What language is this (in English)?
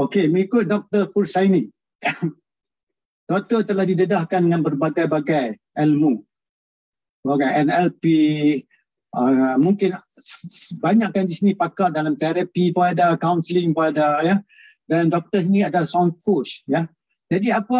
Malay